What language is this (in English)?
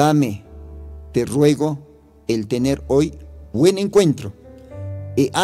Aymara